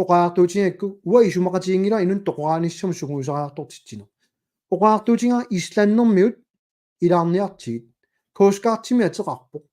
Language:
Kalaallisut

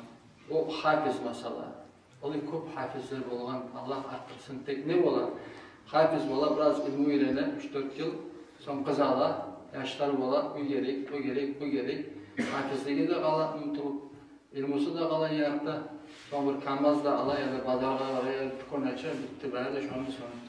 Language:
Kumyk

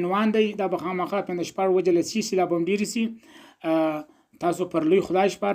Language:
Pashto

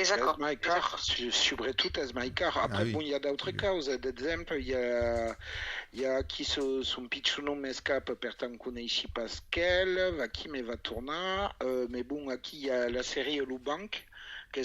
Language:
Occitan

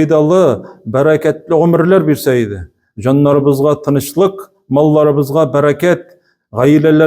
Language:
Tatar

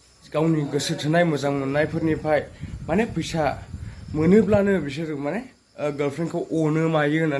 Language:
Bodo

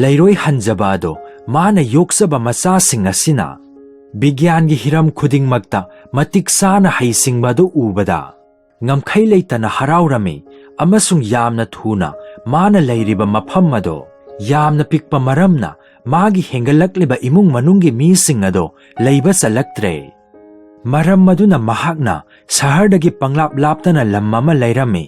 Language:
Manipuri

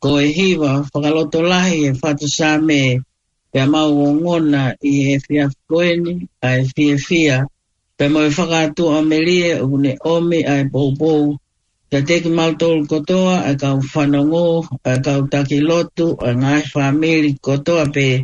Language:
Tongan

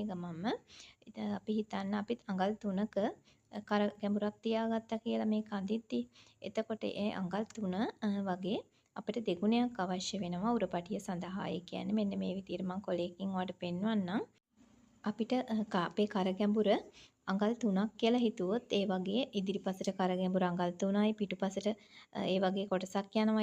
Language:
Sinhala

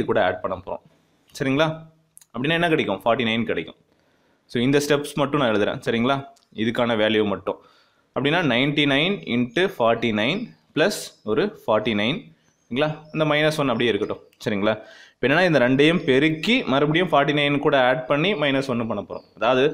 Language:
Tamil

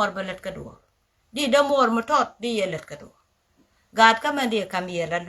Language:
Nuer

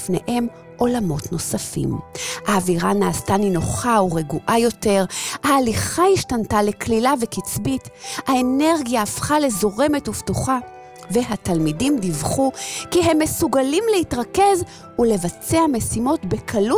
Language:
Hebrew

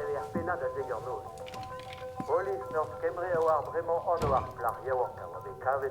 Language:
Breton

